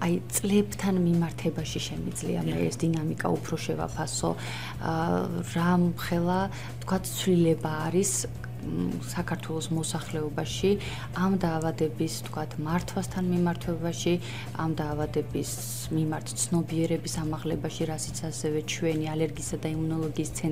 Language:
Georgian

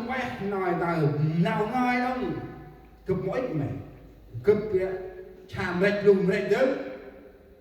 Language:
Central Mnong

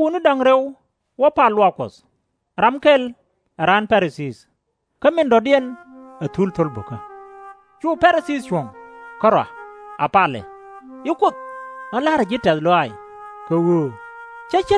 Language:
Nuer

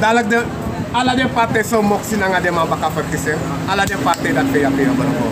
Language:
Sranan Tongo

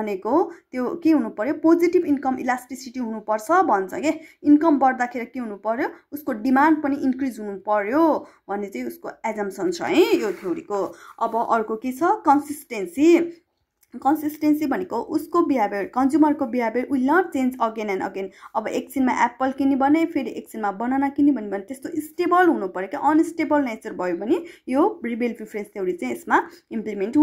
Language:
Nepali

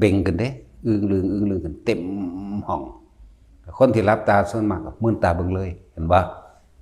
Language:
Northeastern Thai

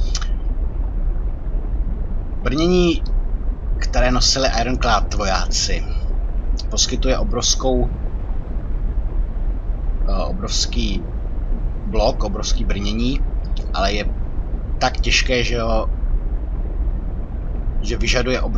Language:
Czech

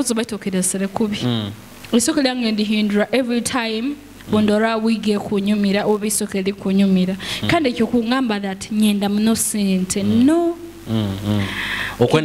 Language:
Nyoro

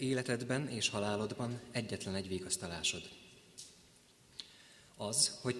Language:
Hungarian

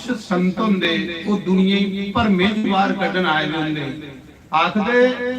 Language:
Dogri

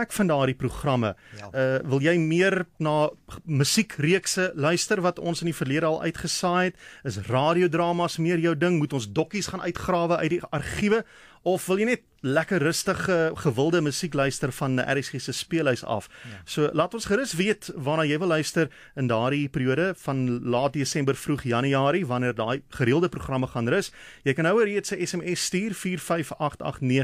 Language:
Afrikaans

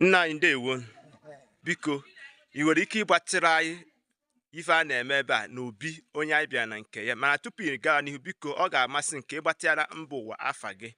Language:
Igbo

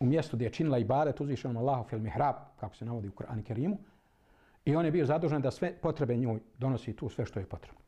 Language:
Bosnian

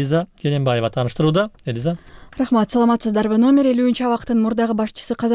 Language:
Kyrgyz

